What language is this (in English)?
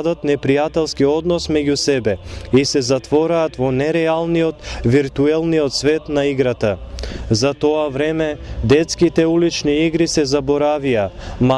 Macedonian